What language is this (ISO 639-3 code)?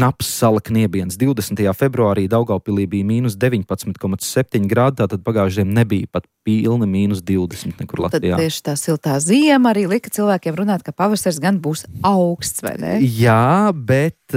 lav